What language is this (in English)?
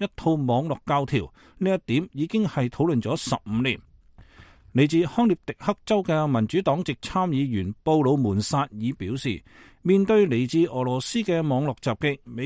Cantonese